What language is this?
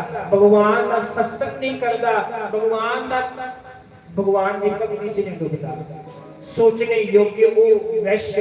Dogri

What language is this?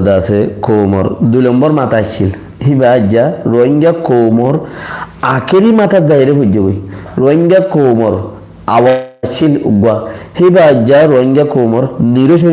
Rohingya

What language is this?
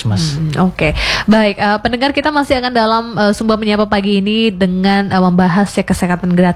Indonesian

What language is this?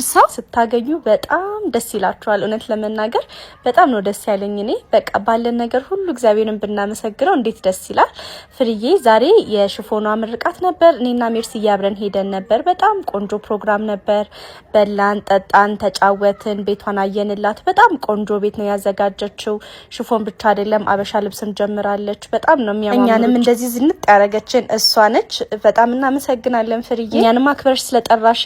Amharic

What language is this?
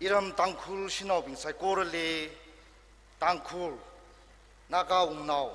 Tangkhul Naga (India)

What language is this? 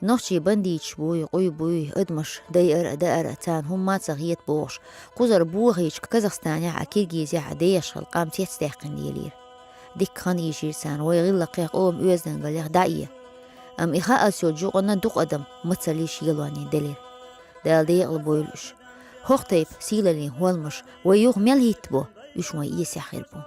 Chechen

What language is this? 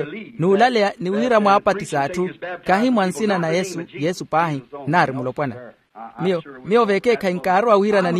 Makhuwa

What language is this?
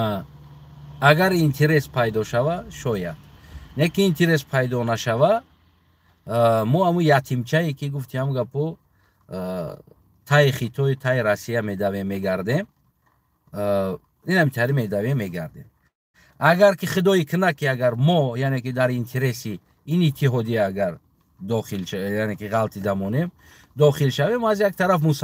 Tajik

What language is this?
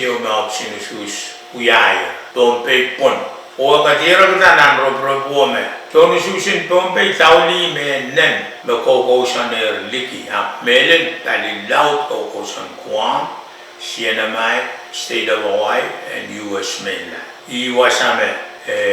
Pohnpeian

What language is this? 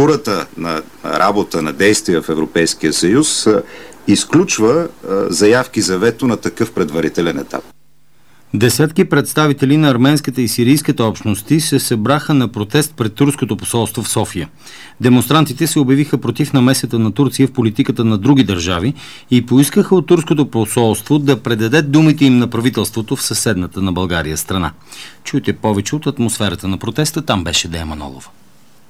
Bulgarian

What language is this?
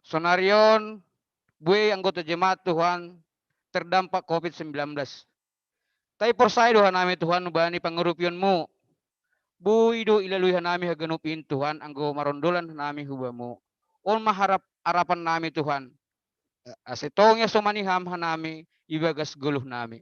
Batak Simalungun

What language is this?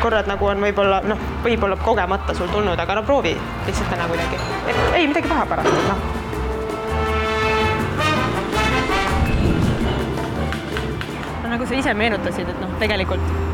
Estonian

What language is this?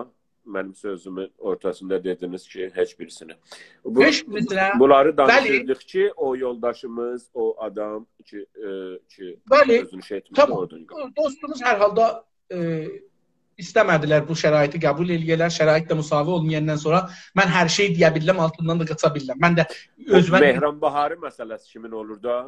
South Azerbaijani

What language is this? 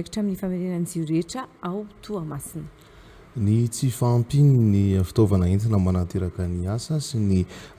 Malagasy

